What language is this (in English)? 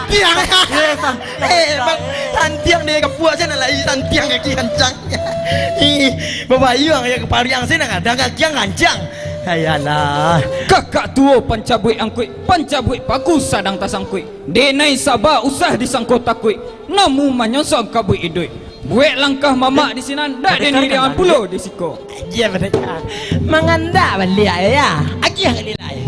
Minangkabau